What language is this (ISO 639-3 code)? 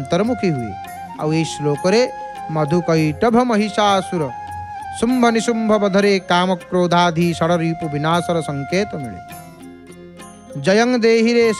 ori